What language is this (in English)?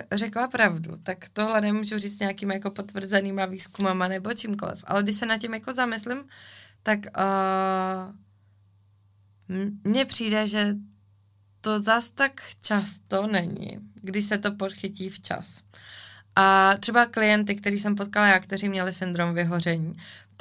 Czech